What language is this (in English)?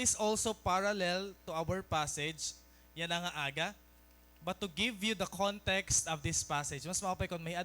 Waray